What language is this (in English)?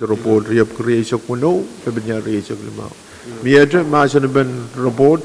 Pohnpeian